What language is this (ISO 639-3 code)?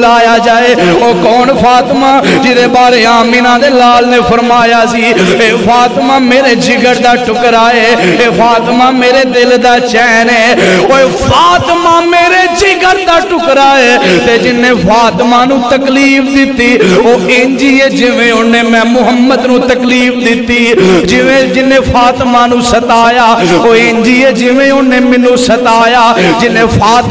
lah